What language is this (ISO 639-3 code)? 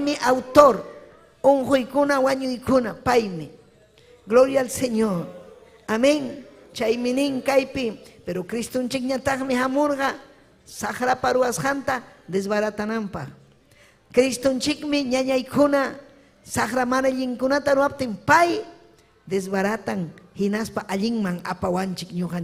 quy